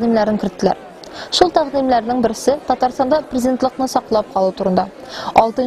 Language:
Tatar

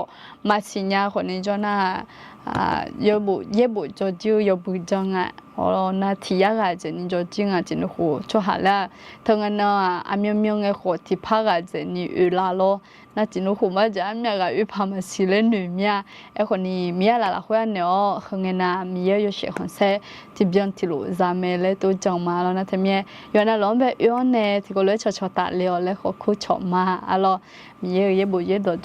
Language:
Akha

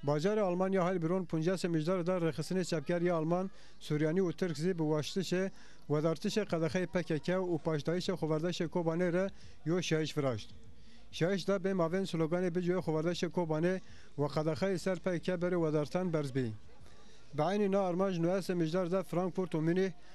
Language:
Zaza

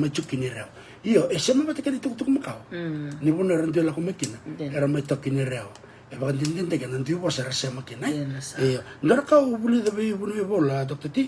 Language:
Fijian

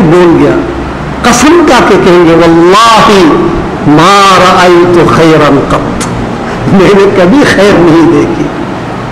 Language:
Urdu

